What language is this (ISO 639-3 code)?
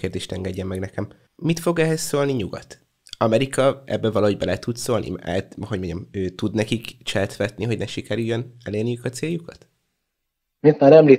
hun